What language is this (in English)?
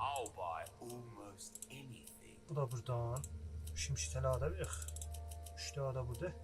South Azerbaijani